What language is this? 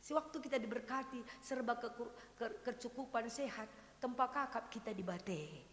Batak Karo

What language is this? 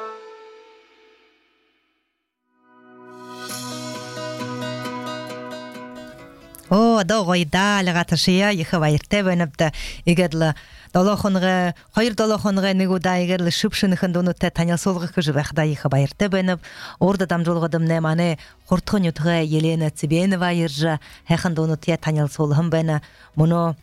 Buriat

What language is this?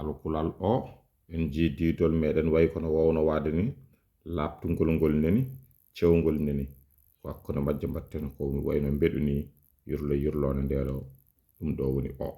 Fula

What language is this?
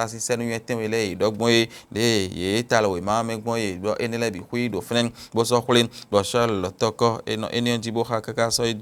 Fon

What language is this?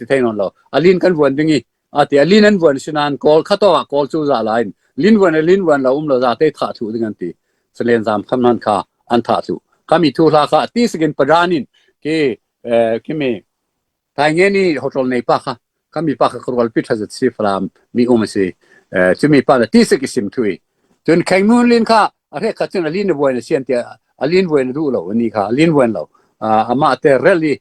Falam Chin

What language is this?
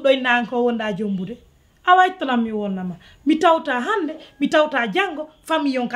Pular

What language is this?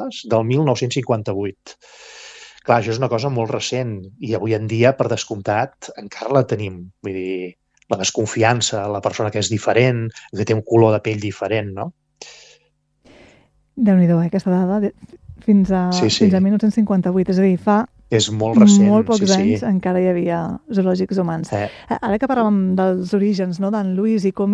Catalan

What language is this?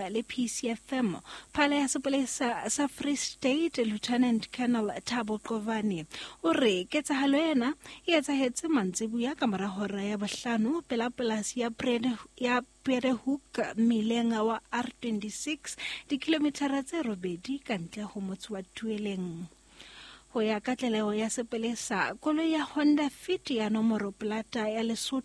Southern Sotho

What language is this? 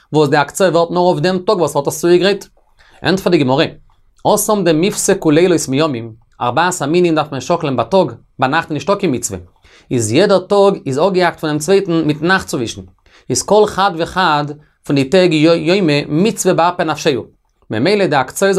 Yiddish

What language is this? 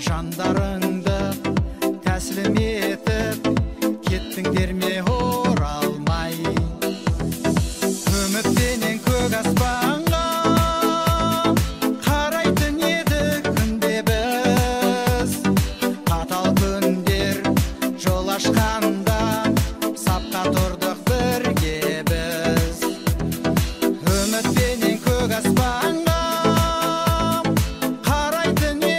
Kazakh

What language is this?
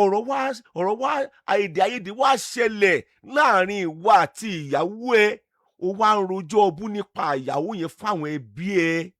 Yoruba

